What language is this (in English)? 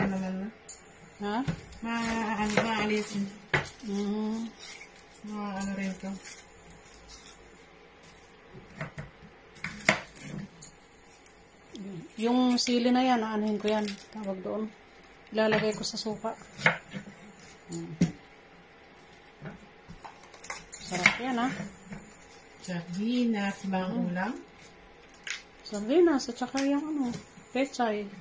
Filipino